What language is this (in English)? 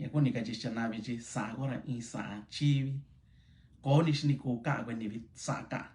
Mixtepec Mixtec